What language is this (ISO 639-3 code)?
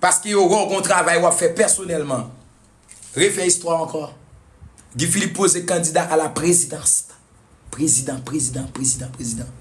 hat